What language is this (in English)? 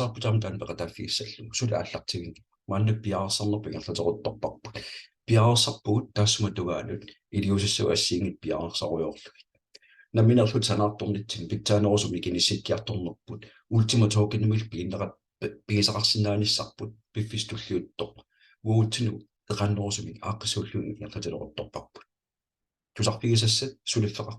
Kalaallisut